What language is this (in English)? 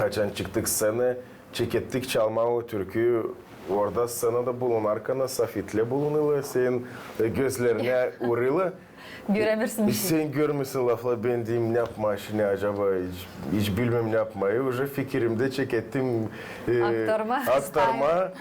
Gagauz